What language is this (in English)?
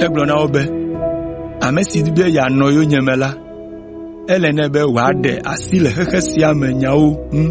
Ewe